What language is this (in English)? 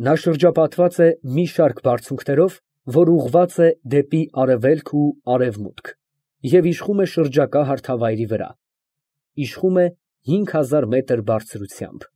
Armenian